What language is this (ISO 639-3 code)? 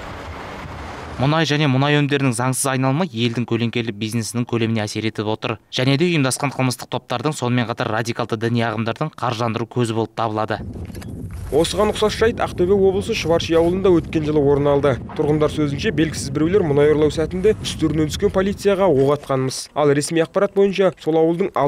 kaz